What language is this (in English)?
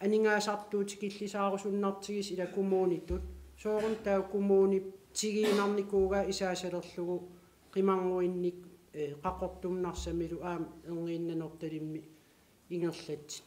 Kalaallisut